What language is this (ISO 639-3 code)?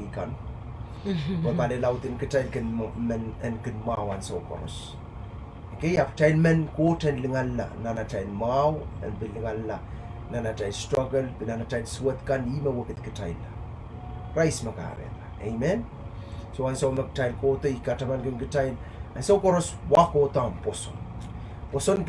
pon